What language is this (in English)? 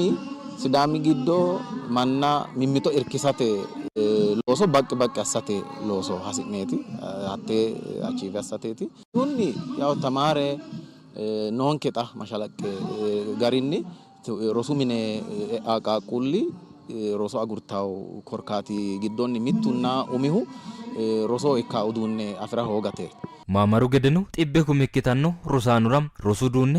Sidamo